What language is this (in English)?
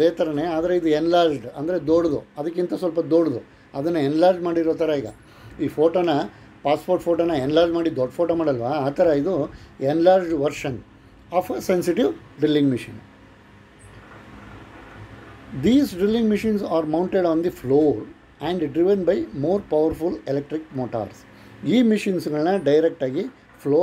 Kannada